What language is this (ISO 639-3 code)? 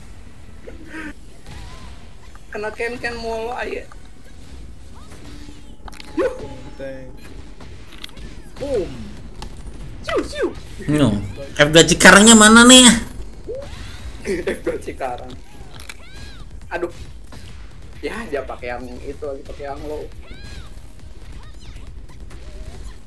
ind